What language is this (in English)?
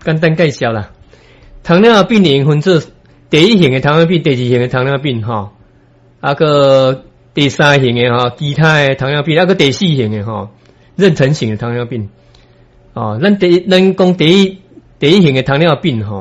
Min Nan Chinese